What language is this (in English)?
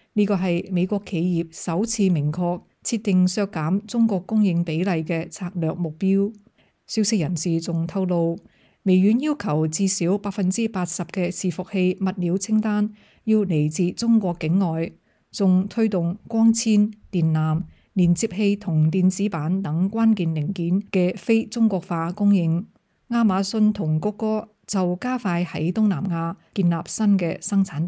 Cantonese